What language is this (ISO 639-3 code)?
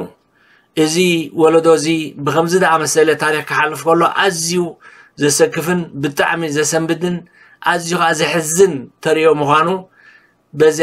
tir